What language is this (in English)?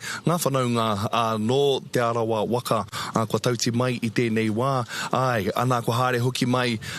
Māori